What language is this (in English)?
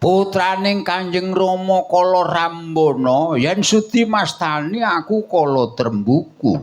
Javanese